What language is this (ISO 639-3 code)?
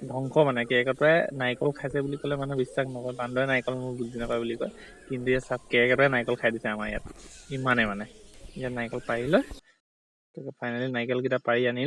asm